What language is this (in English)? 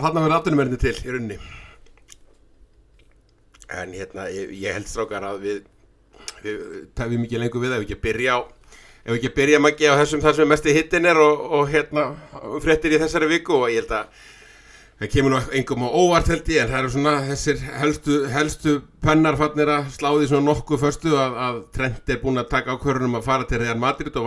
Icelandic